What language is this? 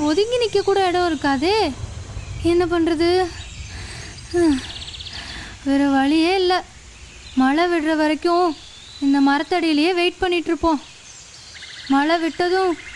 Tamil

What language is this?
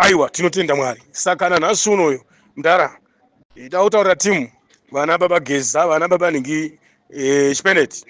Shona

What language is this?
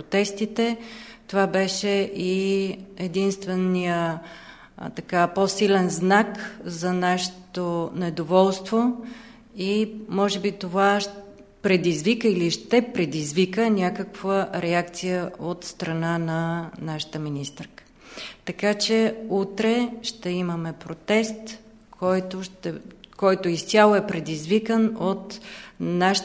Bulgarian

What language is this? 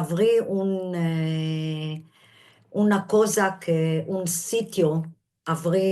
Ladino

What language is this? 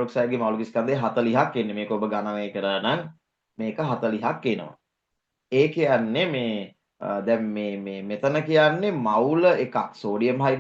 Sinhala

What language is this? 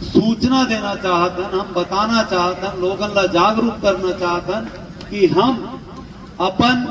Chhattisgarhi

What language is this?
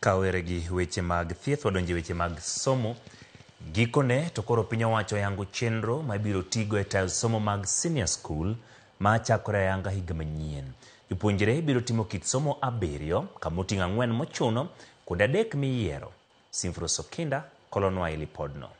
Luo (Kenya and Tanzania)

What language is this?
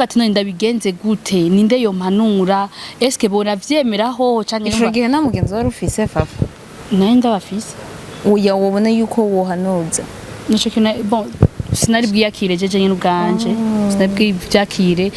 Rundi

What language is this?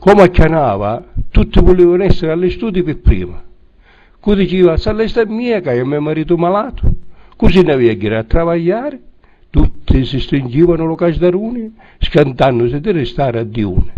Sicilian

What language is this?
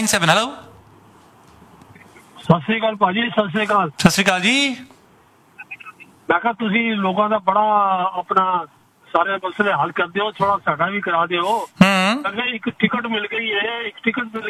Punjabi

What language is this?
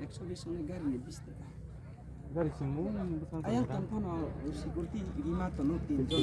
Kok Borok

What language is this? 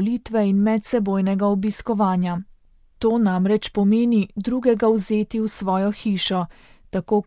Slovenian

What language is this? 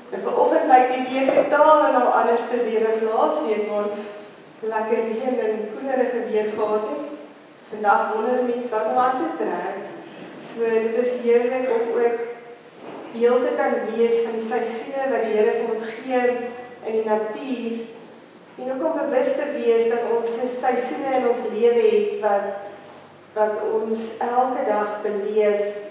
Afrikaans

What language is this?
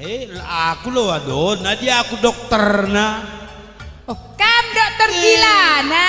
Batak Karo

